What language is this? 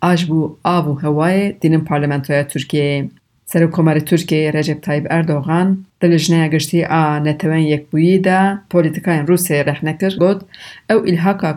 Kurdish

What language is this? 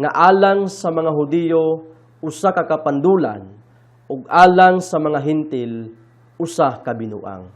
Cebuano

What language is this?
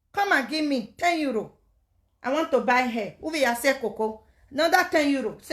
Nigerian Pidgin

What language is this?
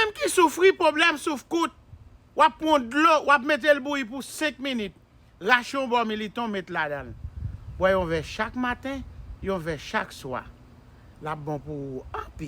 Haitian Creole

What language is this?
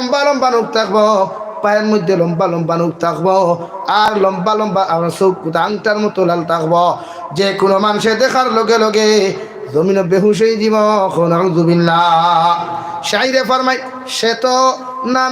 Sylheti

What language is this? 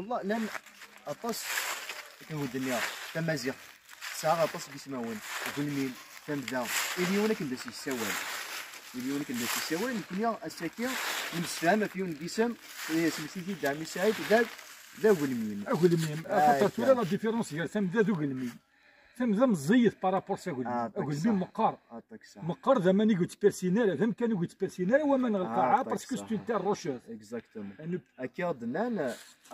Kabyle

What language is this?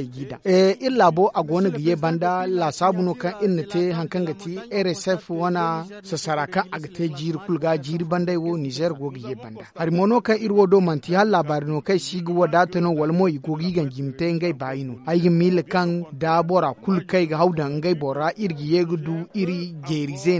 Zarma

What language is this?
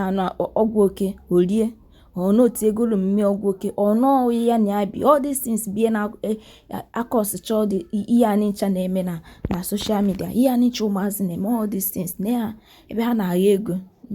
Igbo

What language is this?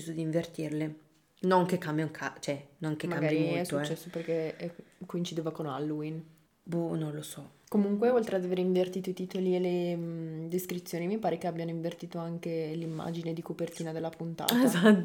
Italian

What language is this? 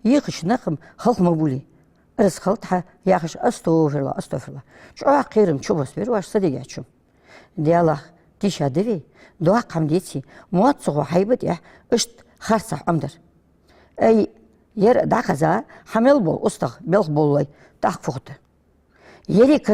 Ingush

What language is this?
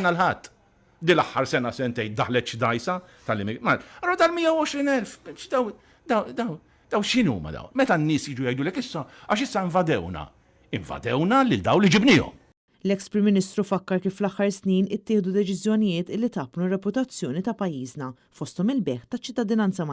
Maltese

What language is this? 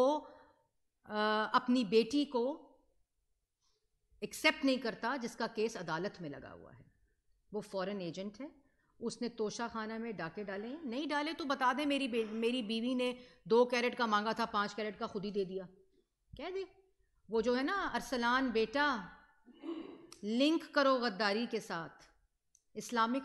Urdu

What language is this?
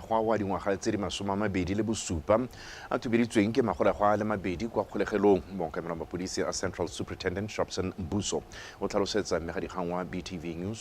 Tswana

